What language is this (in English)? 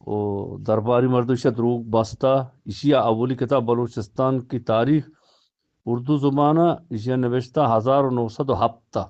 Eastern Balochi